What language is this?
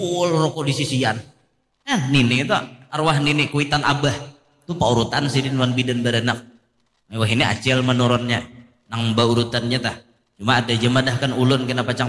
Banjar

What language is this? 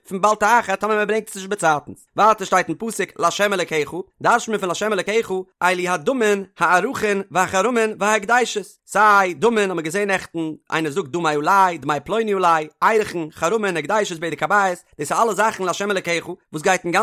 Yiddish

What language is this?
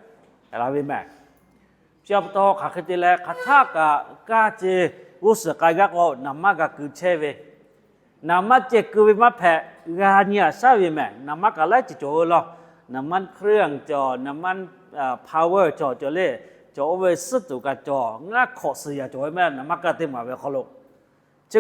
Lahu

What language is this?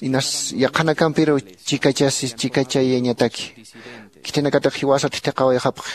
Aymara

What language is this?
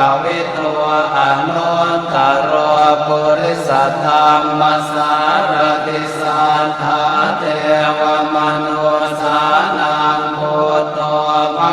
Pali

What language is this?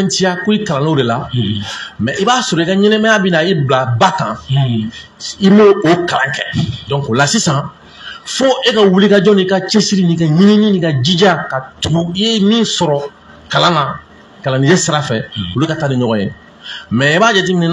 Bambara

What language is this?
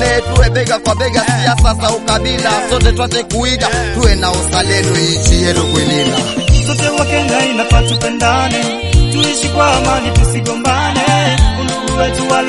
Swahili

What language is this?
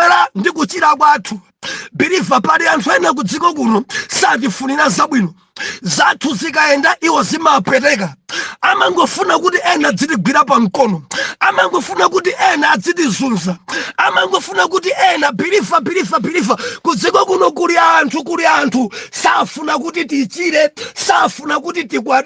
Nyanja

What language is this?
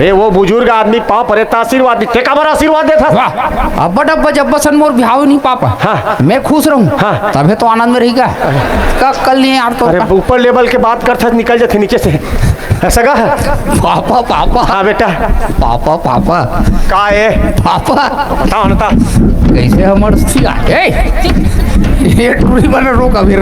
Chhattisgarhi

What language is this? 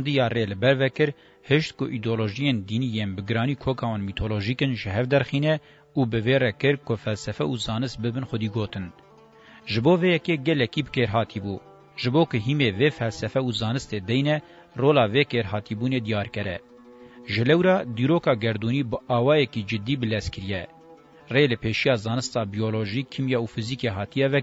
Kurdish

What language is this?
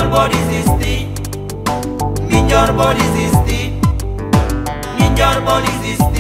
Portuguese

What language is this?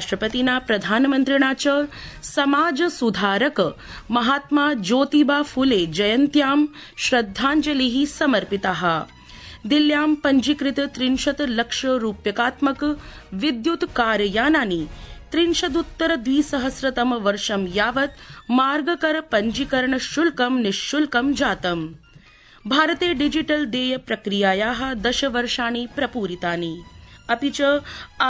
Sanskrit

